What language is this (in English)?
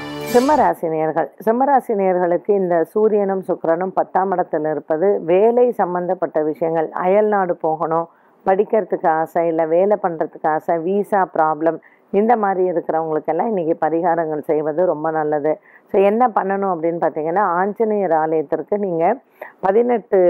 Tamil